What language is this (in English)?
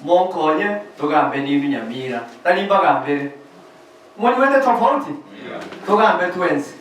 Gusii